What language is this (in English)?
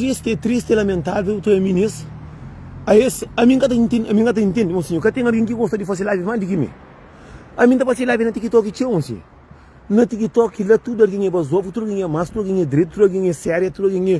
Kabuverdianu